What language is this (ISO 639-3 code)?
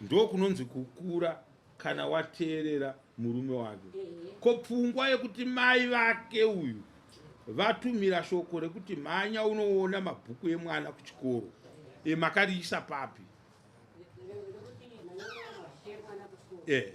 sna